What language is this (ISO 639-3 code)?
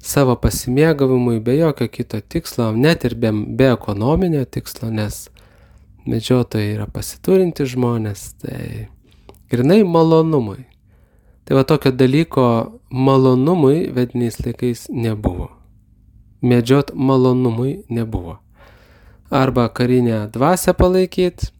lit